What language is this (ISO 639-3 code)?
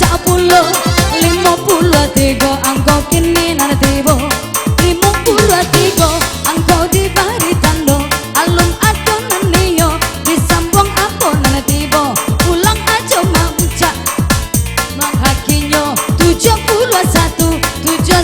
min